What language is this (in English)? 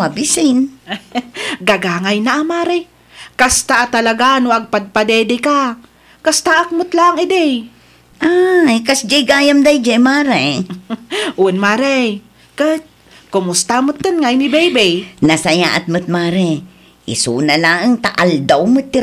Iloko